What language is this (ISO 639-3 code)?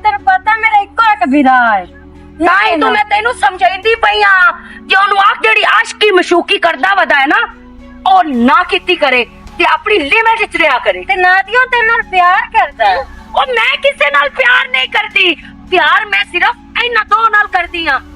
lah